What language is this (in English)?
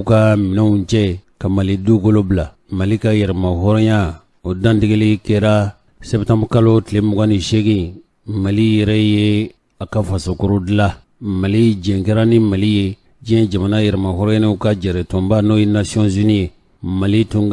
Bambara